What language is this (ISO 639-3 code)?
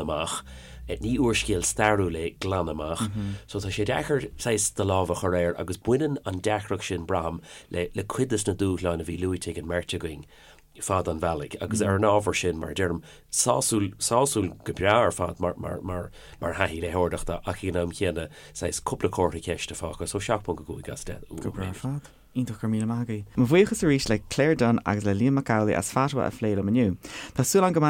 gle